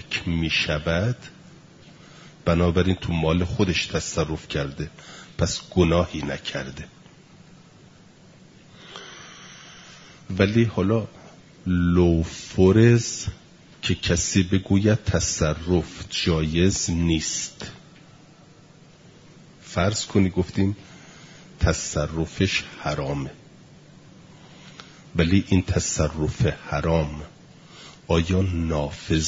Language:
Persian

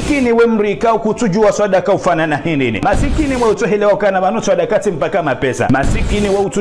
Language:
Ngazidja Comorian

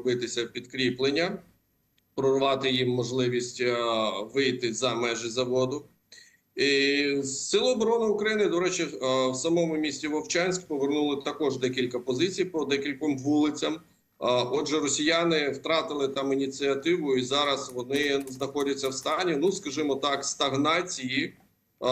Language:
Ukrainian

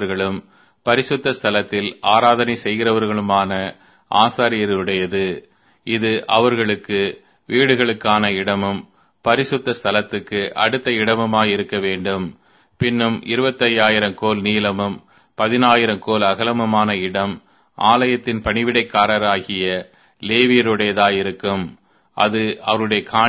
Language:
Tamil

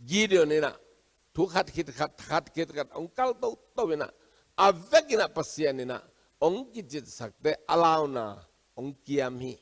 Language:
Tedim Chin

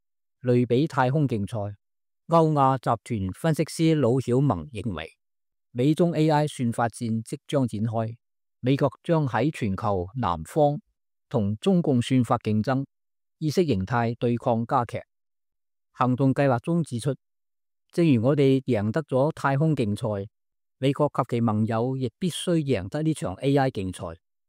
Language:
Cantonese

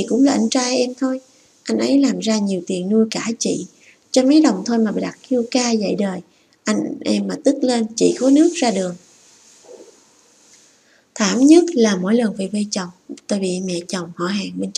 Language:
Vietnamese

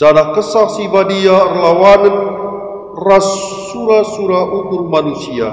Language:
Batak Karo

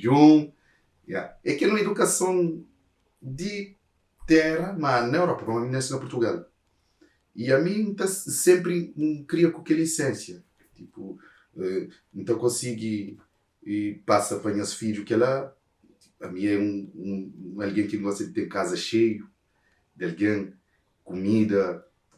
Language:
Kabuverdianu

